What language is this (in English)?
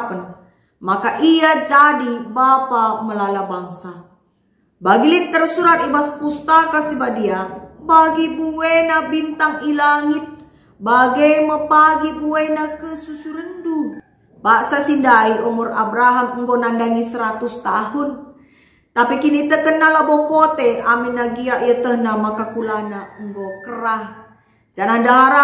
Batak Karo